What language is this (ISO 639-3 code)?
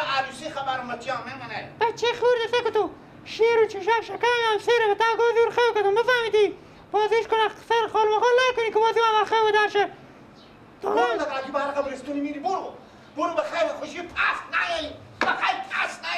fas